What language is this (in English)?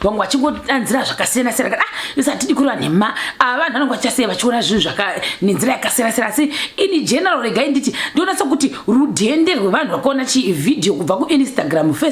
Shona